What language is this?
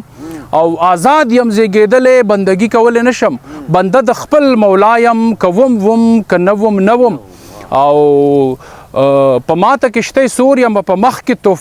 Pashto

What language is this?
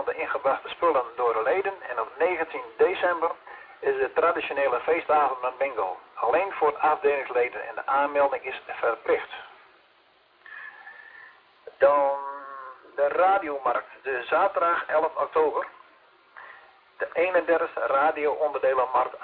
Dutch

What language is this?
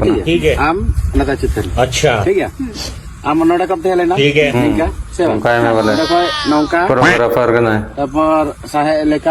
Santali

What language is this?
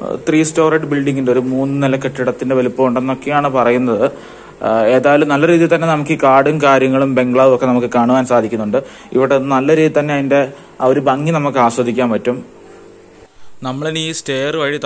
Malayalam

